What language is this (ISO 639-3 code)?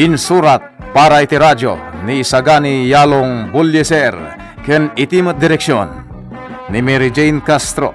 ilo